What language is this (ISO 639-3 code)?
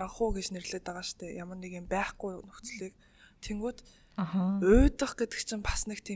mon